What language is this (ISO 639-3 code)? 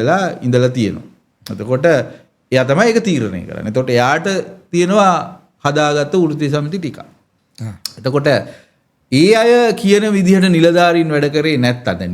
sin